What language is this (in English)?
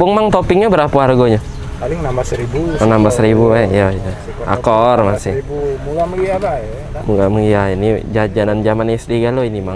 Musi